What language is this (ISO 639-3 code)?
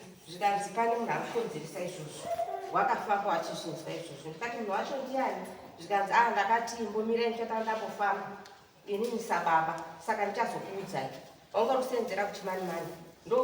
sna